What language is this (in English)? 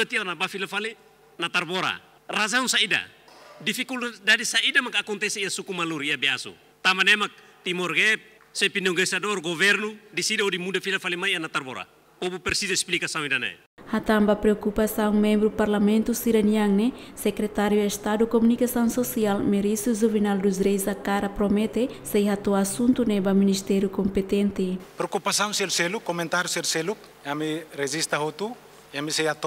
Tetum